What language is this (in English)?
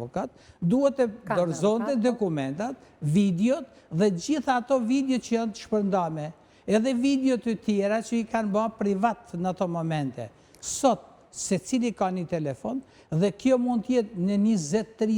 Albanian